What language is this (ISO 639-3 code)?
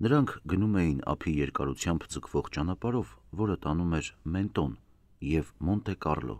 hye